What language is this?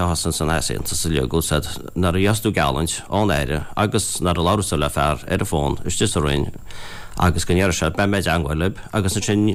Irish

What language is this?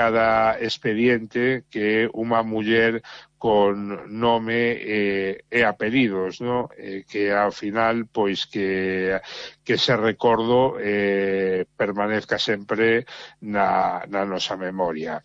Galician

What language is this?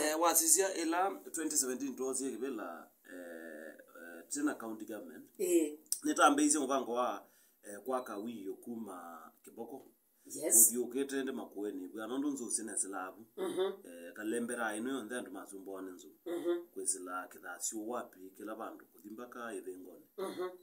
Kamba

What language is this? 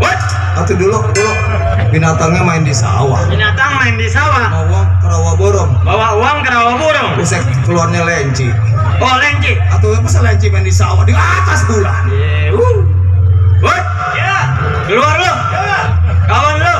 Betawi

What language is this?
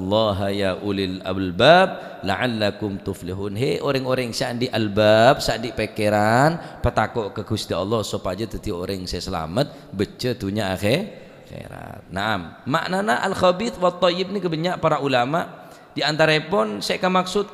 Madurese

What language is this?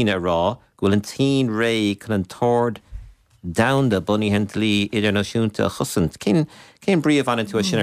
Irish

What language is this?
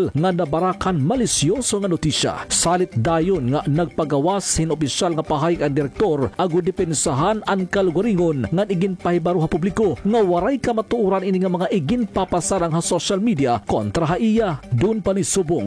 Waray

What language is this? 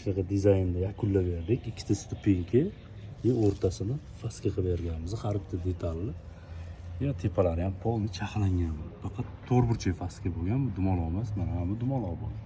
Uzbek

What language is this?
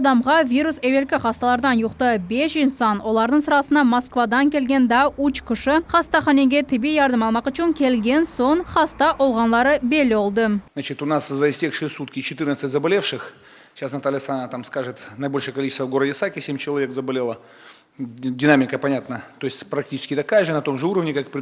Crimean Tatar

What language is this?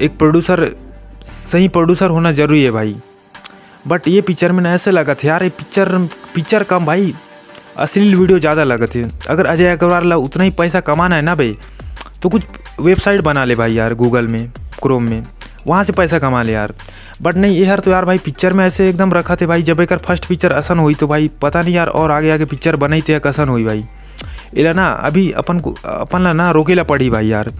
Chhattisgarhi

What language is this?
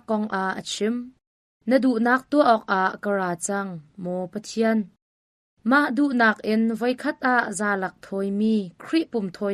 Hakha Chin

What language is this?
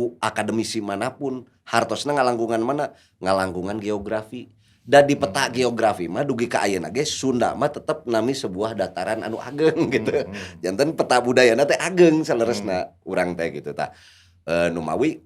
Sundanese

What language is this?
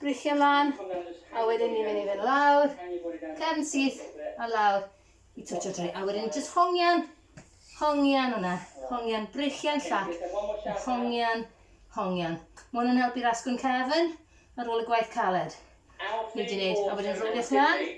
Welsh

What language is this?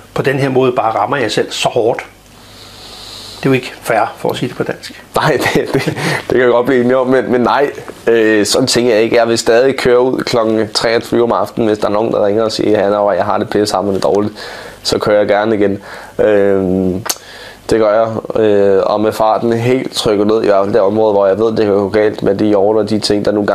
Danish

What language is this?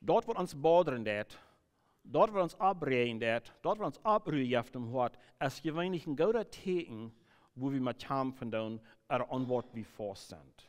Plautdietsch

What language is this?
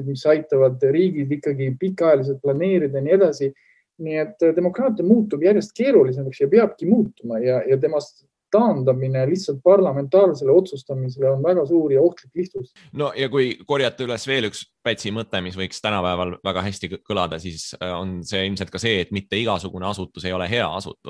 Estonian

